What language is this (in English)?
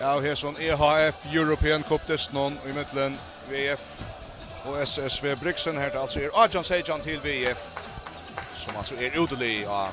Faroese